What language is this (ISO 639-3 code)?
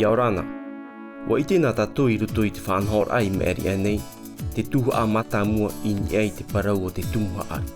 tah